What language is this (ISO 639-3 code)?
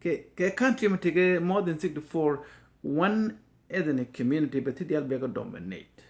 nus